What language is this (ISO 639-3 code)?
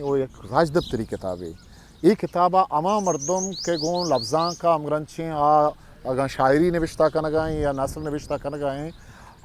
bgp